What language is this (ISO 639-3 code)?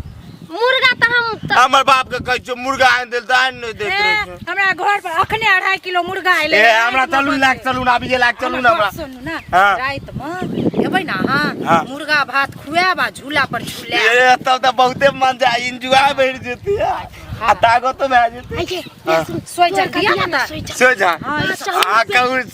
mai